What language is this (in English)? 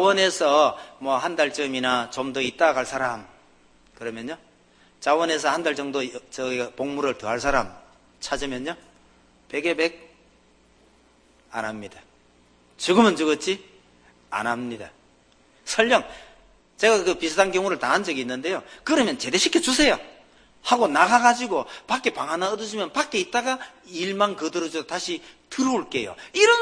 Korean